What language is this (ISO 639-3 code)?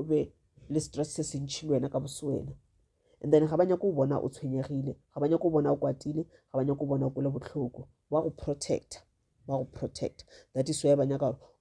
nso